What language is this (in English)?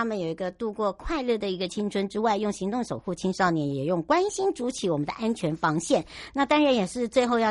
Chinese